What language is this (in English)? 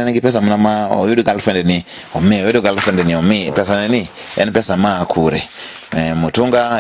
Luo (Kenya and Tanzania)